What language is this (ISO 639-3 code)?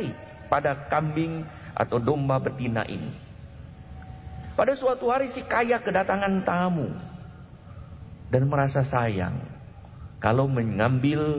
ind